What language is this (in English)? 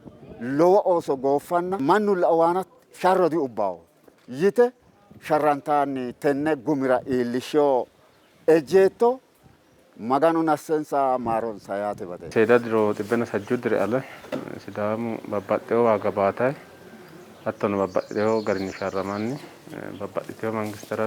Sidamo